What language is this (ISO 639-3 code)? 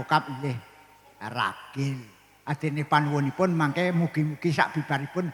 jav